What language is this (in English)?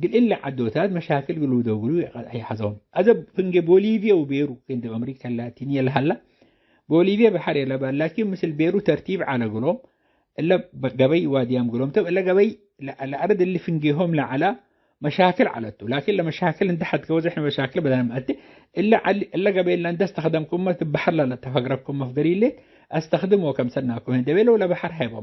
Tigre